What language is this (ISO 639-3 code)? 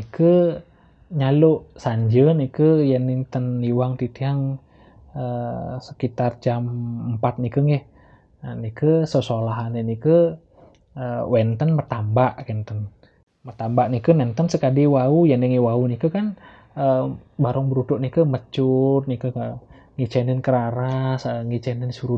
ban